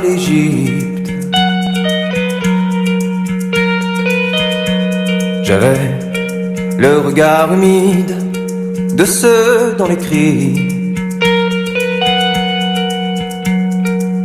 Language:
French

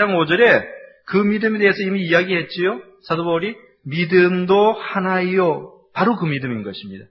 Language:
Korean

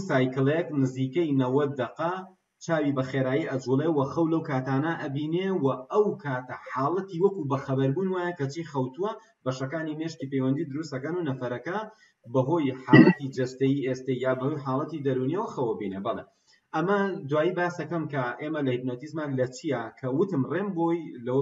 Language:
Central Kurdish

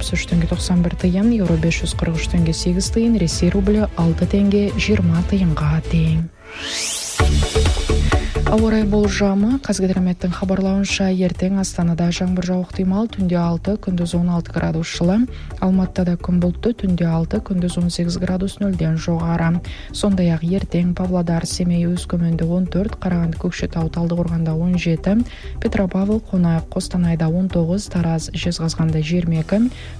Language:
Kazakh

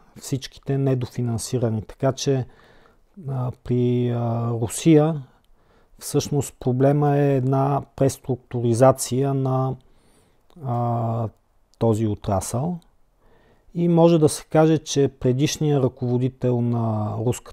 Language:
Bulgarian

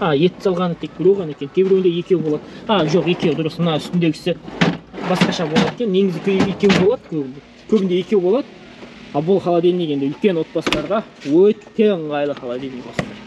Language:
Kazakh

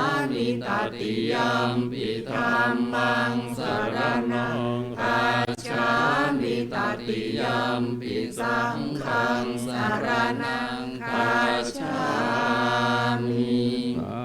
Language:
Pali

